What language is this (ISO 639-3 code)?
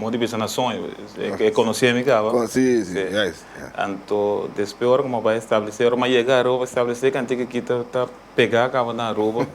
pap